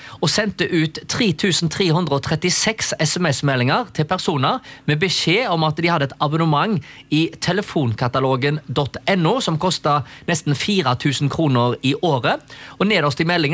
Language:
Norwegian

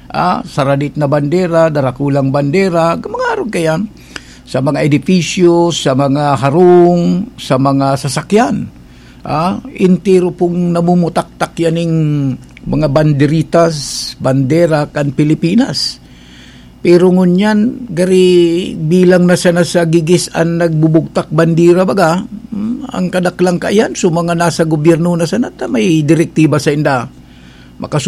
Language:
Bikol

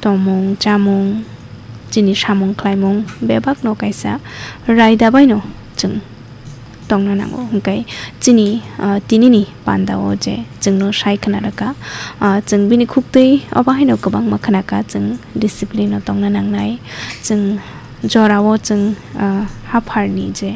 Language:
Kok Borok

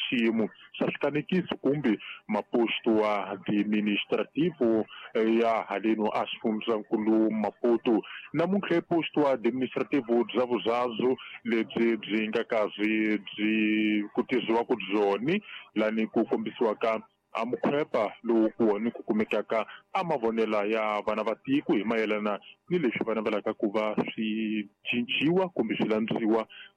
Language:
Tsonga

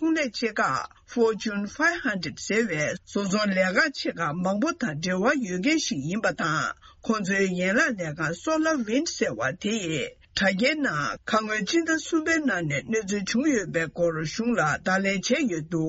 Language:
Tibetan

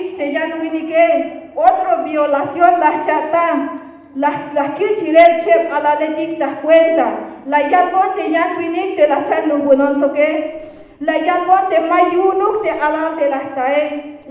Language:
Tzeltal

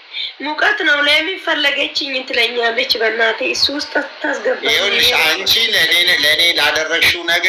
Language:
Amharic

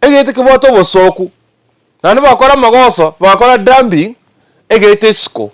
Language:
Gusii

